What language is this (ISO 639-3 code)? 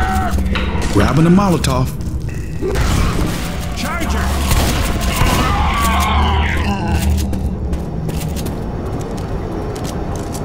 eng